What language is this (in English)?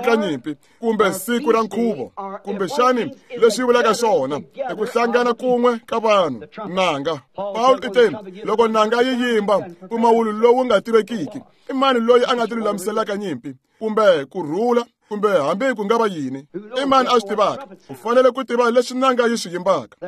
Tsonga